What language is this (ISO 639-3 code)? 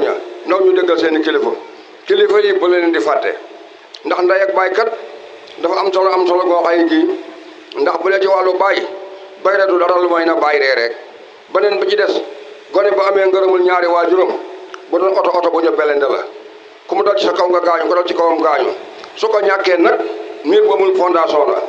wol